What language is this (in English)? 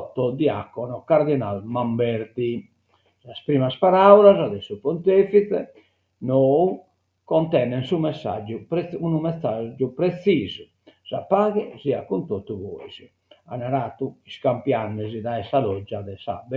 Sardinian